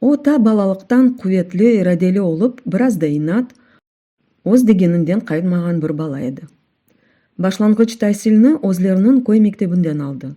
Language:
Crimean Tatar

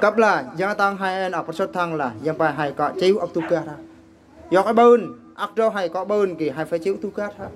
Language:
Eastern Bru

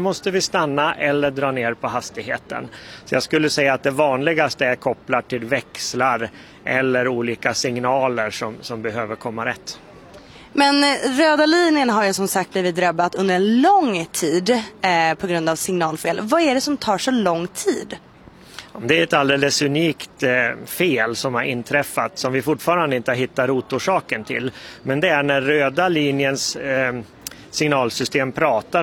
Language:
Swedish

